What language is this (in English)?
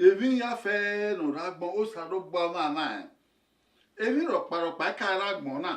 Bini